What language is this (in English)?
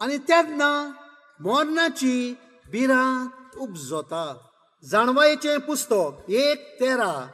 Konkani